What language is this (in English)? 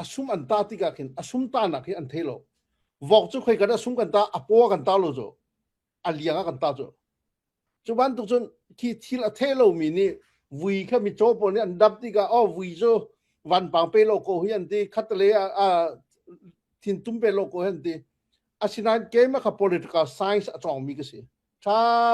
Hakha Chin